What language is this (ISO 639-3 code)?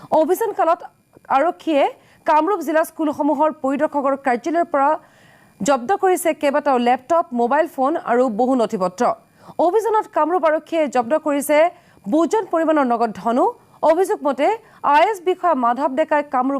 asm